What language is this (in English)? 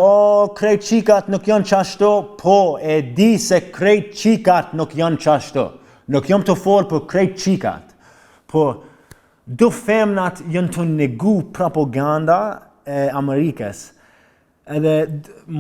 Albanian